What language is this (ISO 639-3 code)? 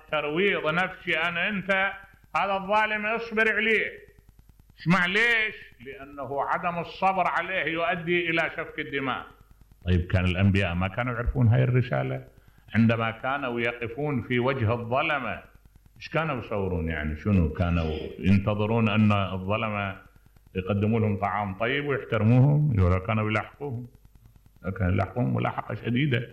acm